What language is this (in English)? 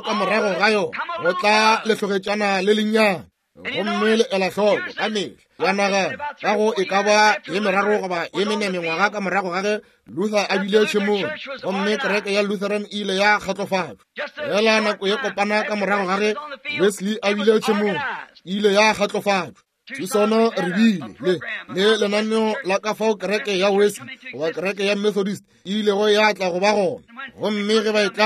Northern Sotho